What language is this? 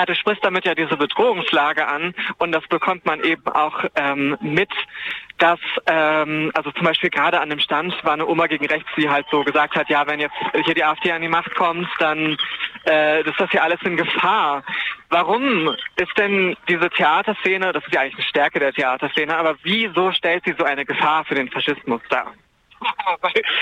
German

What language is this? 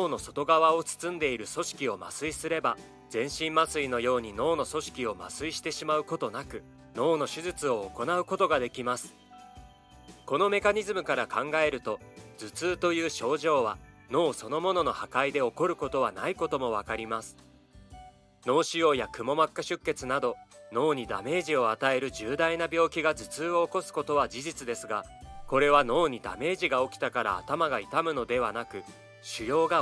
Japanese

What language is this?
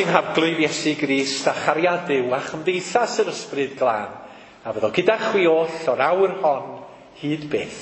Welsh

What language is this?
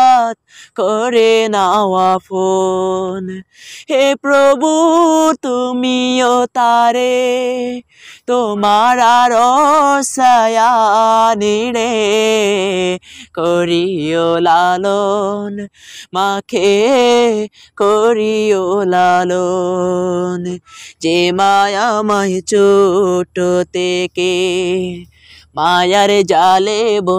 Bangla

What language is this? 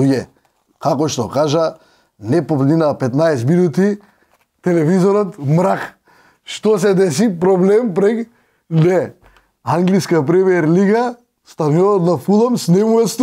Macedonian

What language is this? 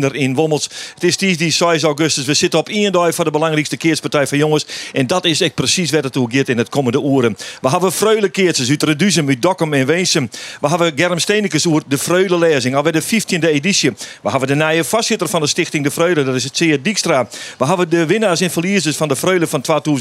Western Frisian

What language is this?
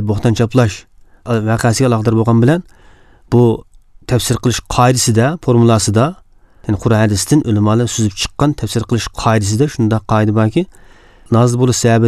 Uyghur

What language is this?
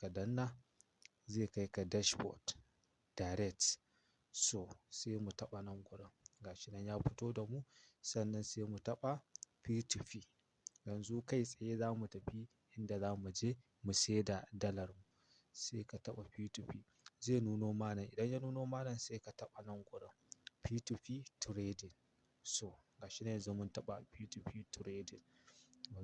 Hausa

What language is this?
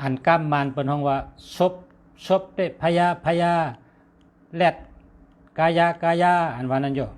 Shan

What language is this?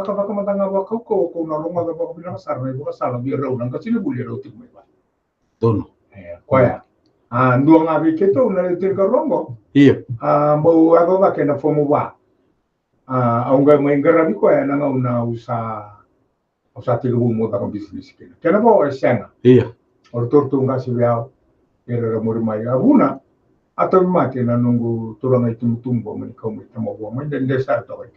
Fijian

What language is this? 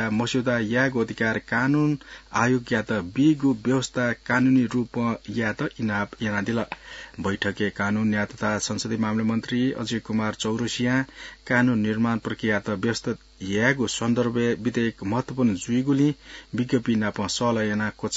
Newari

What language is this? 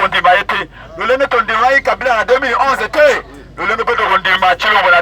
Lingala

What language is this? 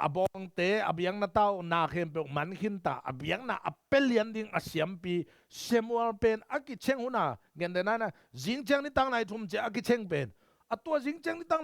Tedim Chin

